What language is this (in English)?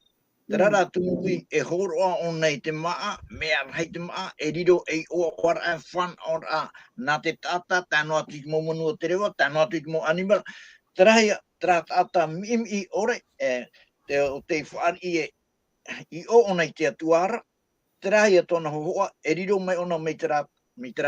Tahitian